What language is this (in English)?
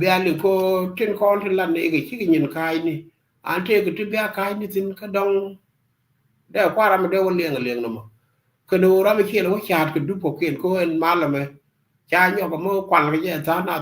Nuer